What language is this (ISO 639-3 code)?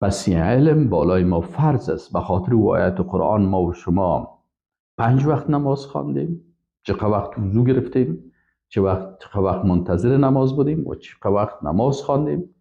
fas